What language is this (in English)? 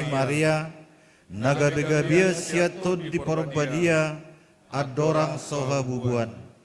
Batak Toba